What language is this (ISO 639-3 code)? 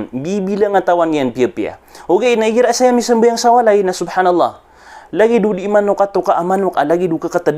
mrw